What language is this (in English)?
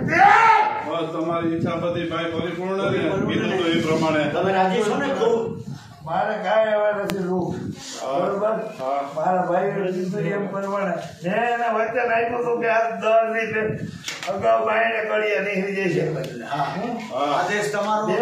Gujarati